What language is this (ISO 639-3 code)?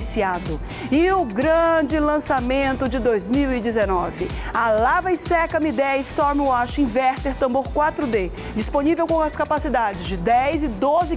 por